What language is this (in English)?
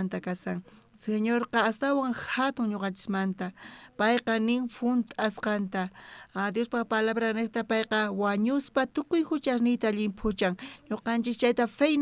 South Bolivian Quechua